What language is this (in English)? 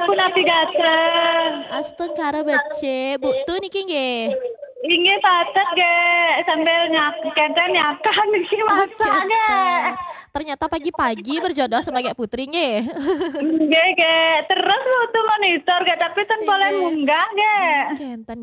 Balinese